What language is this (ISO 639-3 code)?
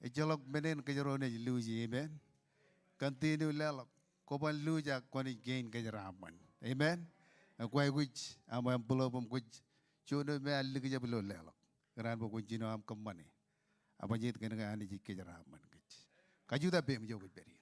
mah